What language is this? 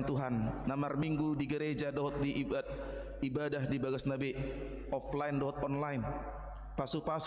Batak Toba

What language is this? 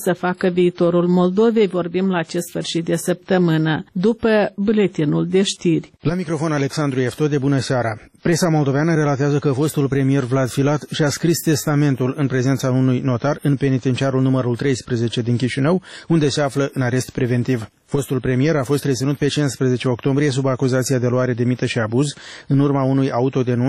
Romanian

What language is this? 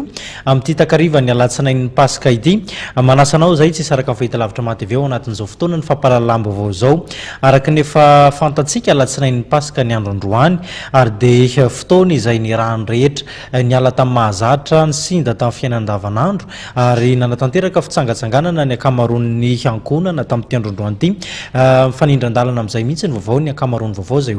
Malagasy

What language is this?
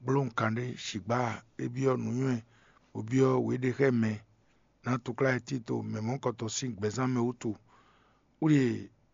Fon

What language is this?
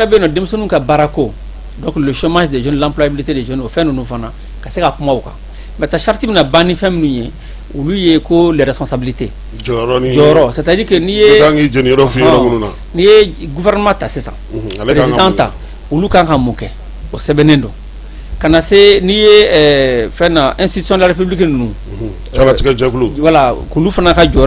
Bambara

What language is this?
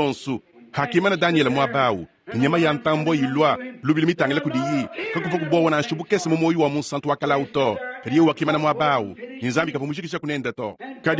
Luba-Lulua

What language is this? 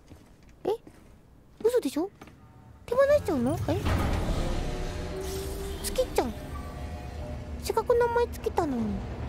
Japanese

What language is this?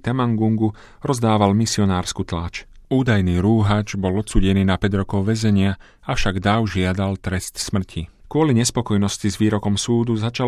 Slovak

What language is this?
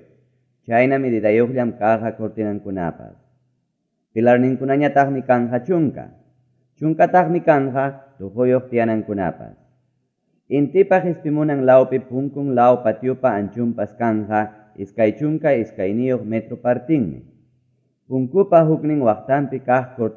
Ayacucho Quechua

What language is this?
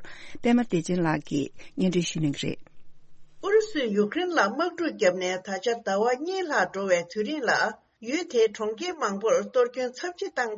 Tibetan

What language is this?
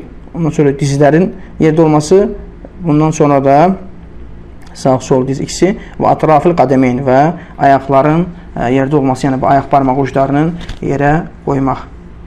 Azerbaijani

